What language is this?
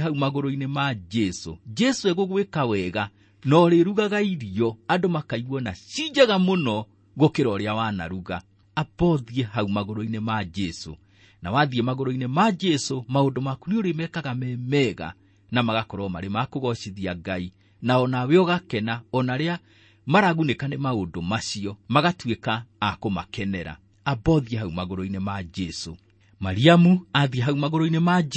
Kikuyu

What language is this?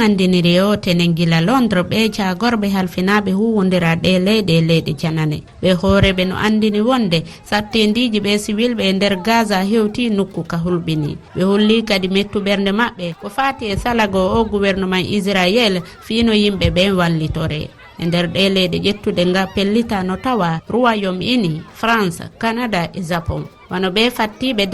Fula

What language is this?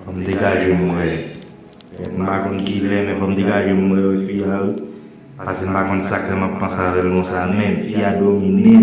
Haitian Creole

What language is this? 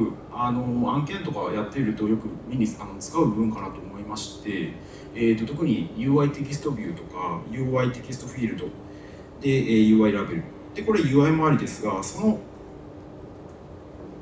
Japanese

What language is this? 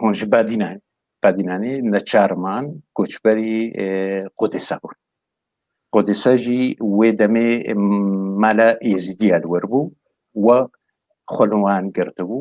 Kurdish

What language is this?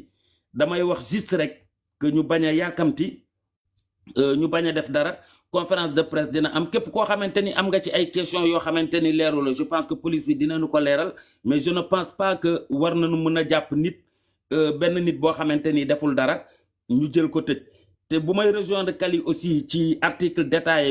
Wolof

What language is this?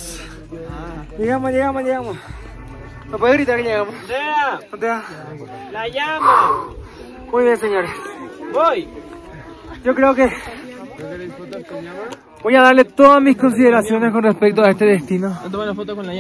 Spanish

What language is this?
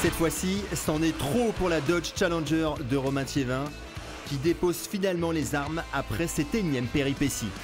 French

